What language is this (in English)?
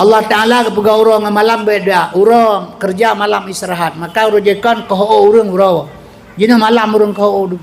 Achinese